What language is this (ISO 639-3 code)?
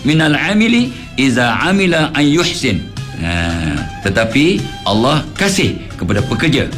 msa